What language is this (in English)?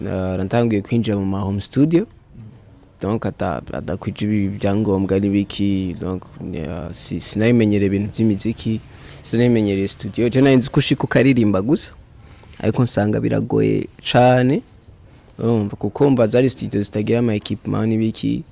Rundi